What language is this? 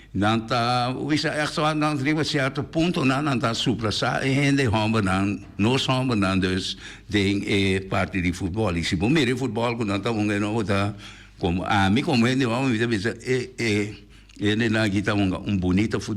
Papiamento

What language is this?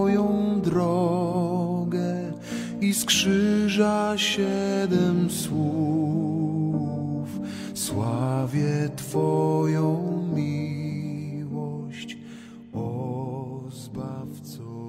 Polish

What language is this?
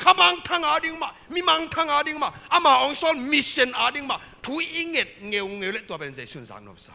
Tedim Chin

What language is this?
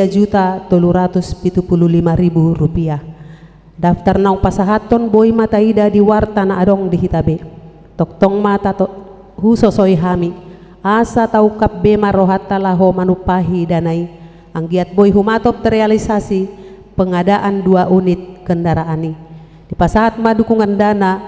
Batak Toba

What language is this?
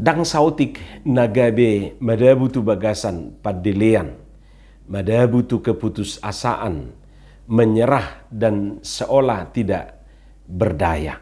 Batak Toba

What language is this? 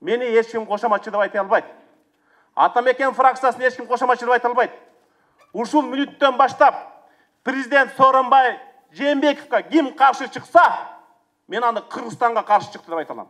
Kyrgyz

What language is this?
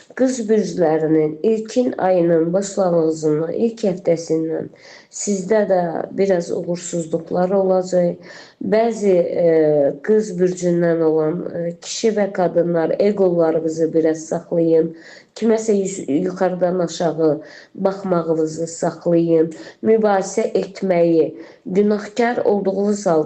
Azerbaijani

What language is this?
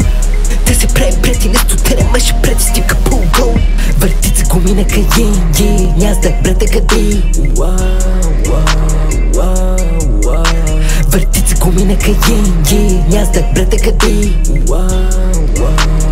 Bulgarian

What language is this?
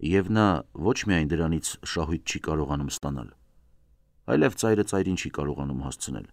Armenian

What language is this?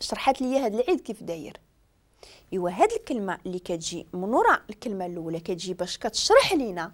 Moroccan Arabic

